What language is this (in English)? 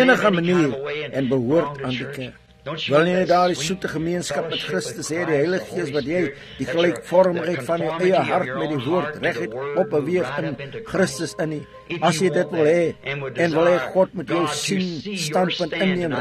Afrikaans